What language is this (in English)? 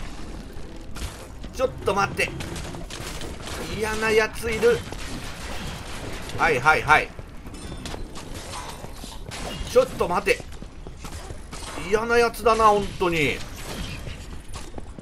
Japanese